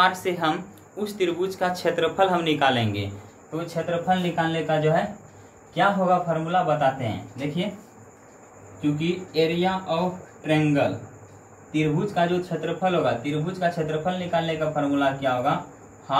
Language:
Hindi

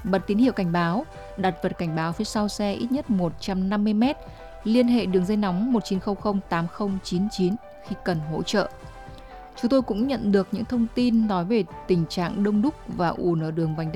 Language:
Vietnamese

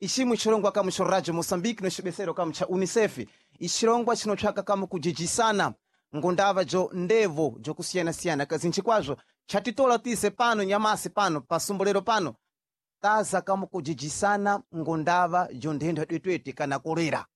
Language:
Sena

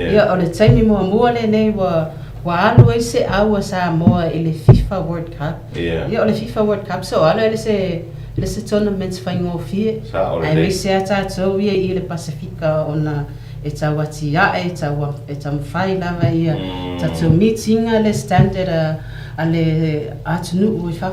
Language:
Samoan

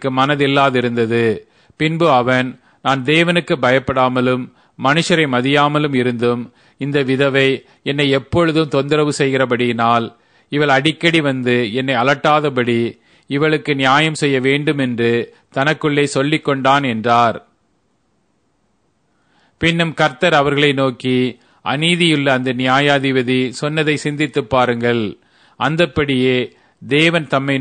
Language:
Tamil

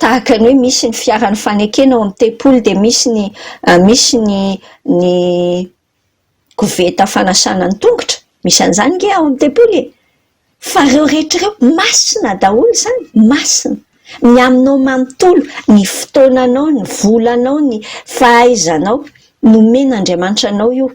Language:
Malagasy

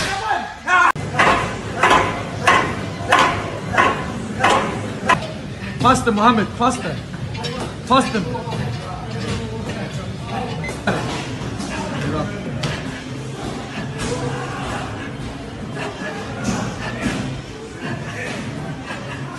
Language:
English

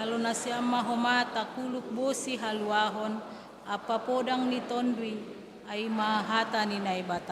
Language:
Batak Simalungun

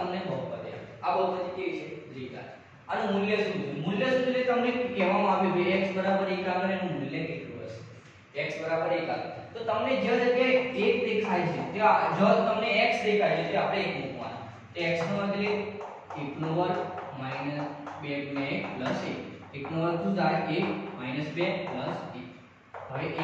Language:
Gujarati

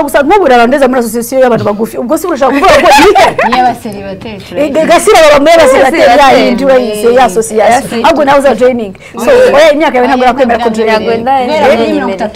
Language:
Kinyarwanda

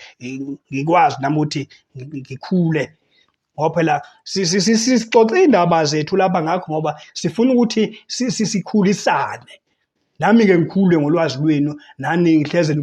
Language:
Zulu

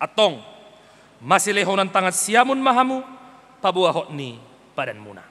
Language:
Batak Toba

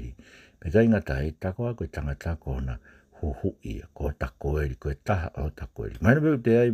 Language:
Tongan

